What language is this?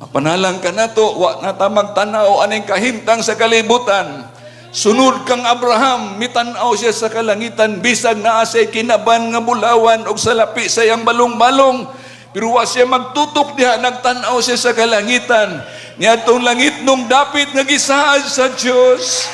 Cebuano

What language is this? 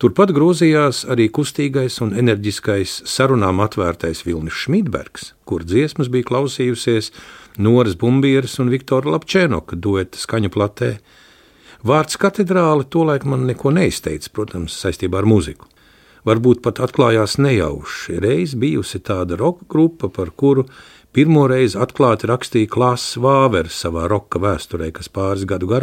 Latvian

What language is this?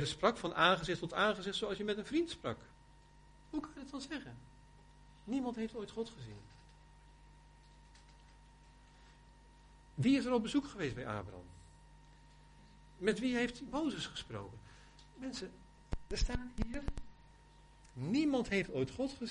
Dutch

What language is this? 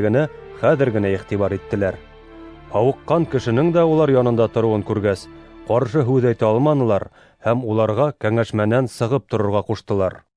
Bashkir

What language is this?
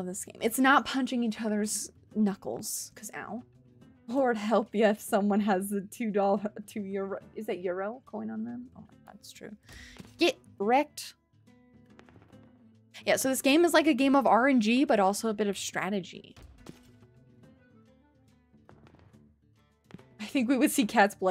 English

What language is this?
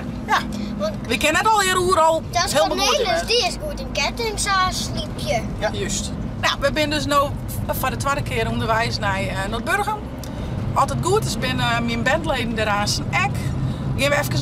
Western Frisian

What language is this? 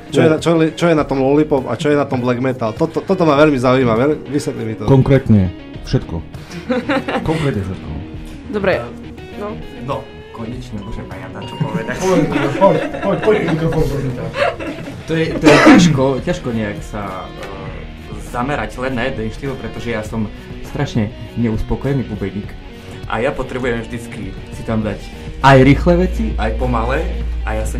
Slovak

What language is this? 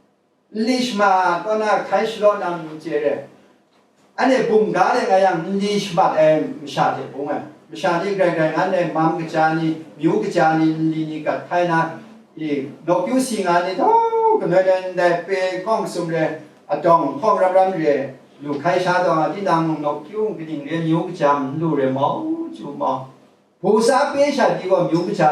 Kachin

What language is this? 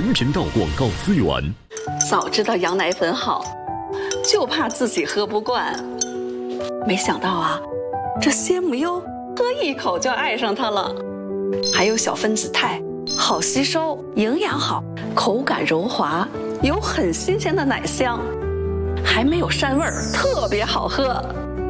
Chinese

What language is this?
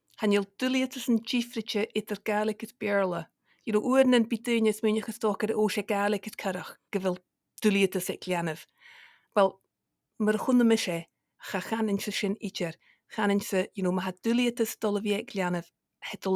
Scottish Gaelic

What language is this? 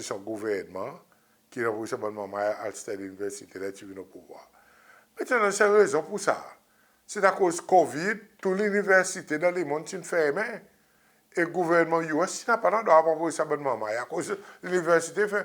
Seselwa Creole French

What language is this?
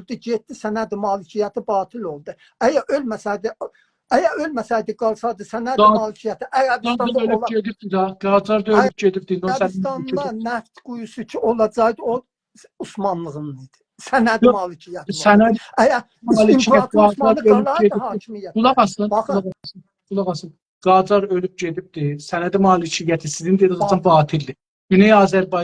South Azerbaijani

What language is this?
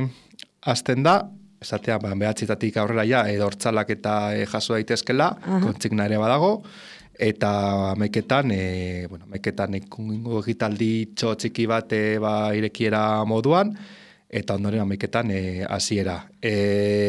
Basque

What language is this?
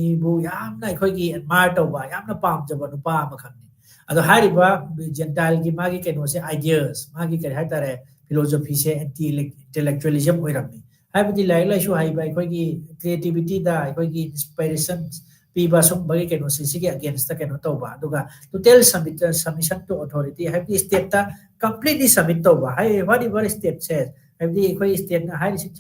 Manipuri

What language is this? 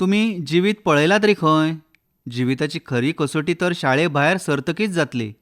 Konkani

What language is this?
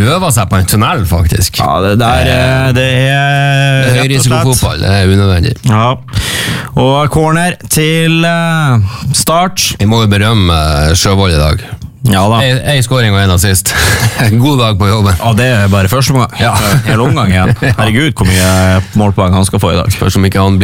Norwegian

